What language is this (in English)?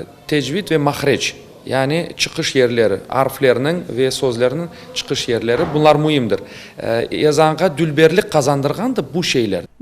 Crimean Tatar